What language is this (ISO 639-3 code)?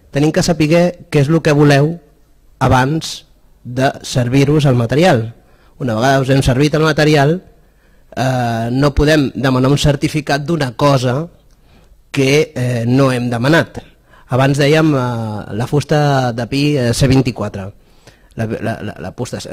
cat